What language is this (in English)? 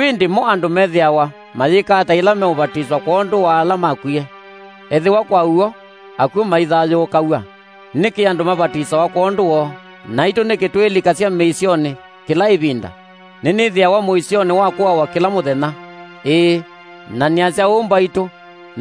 Kamba